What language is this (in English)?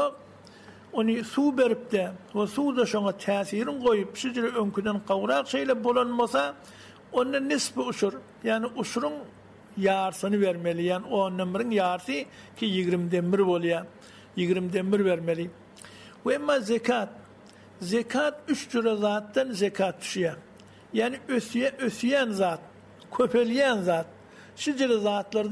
Turkmen